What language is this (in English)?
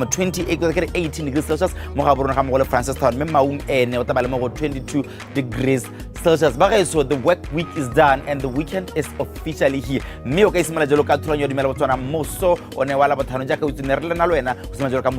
Tswana